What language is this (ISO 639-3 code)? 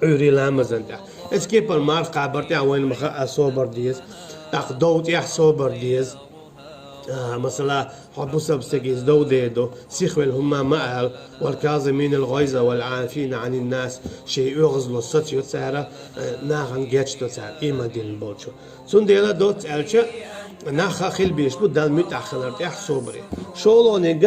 che